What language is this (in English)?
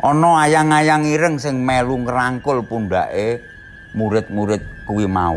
Javanese